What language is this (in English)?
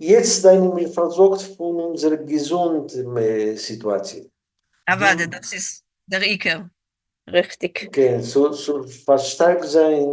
Yiddish